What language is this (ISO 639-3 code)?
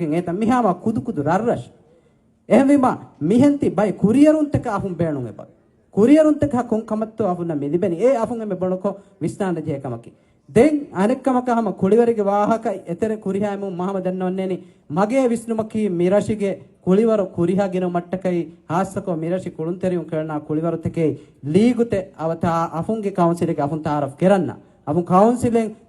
div